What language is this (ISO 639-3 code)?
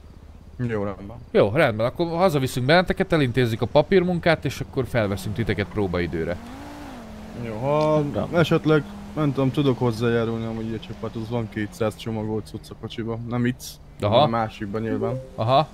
hun